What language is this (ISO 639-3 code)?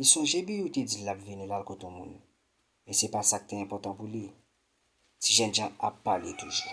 hat